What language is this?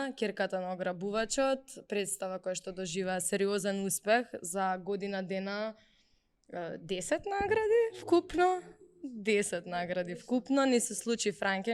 Macedonian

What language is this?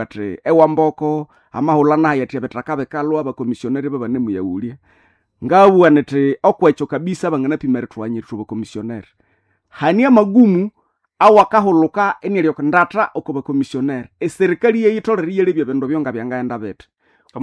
Nande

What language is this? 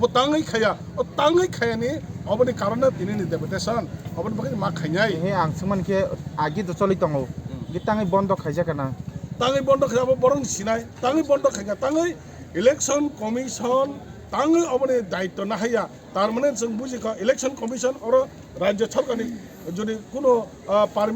Kok Borok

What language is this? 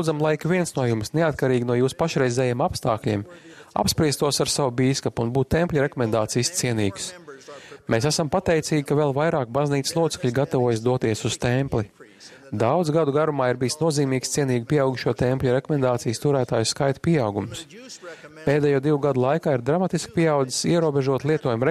Latvian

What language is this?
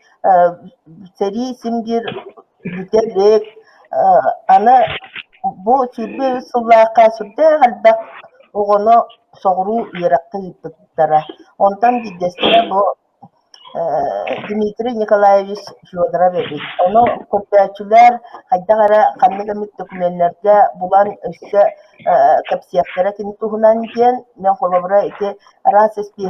Yakut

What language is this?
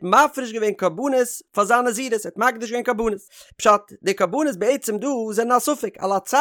Yiddish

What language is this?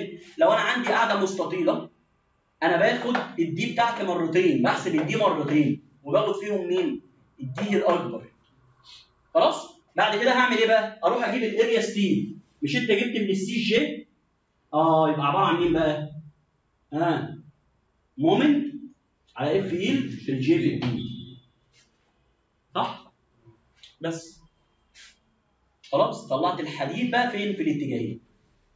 Egyptian Arabic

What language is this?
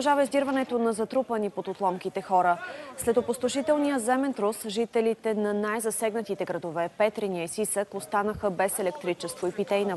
Bulgarian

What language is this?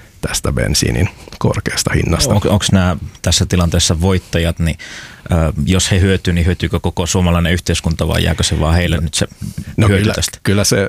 Finnish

